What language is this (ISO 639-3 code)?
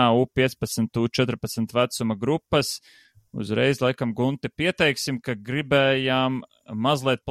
lav